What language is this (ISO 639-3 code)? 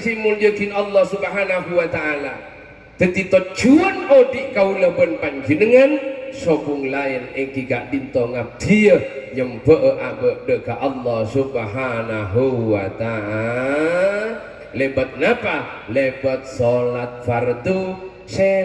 mad